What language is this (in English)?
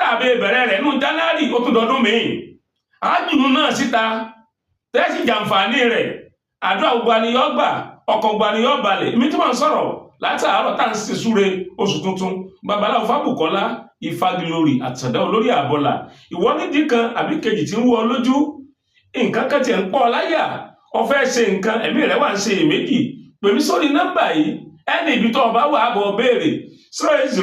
Yoruba